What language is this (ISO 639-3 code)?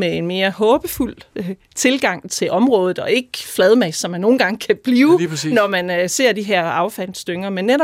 dan